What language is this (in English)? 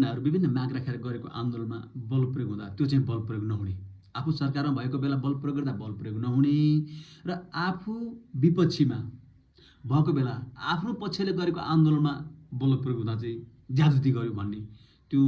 Nepali